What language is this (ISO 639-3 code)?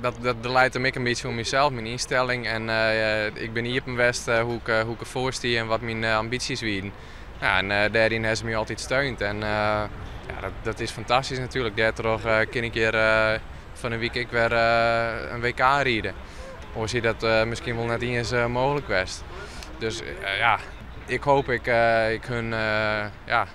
fry